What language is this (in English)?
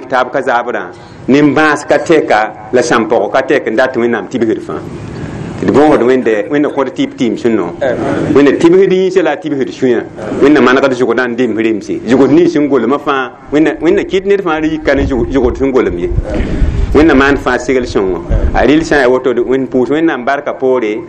Mossi